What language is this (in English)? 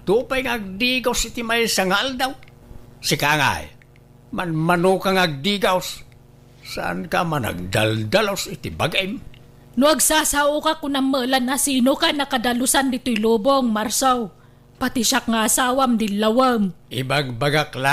Iloko